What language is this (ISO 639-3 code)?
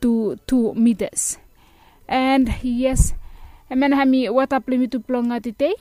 bis